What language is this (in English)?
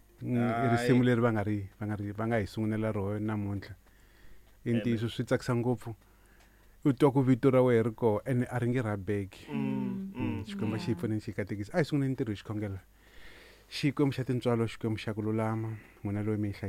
Tsonga